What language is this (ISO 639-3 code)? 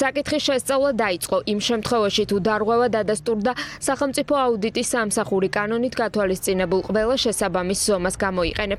kat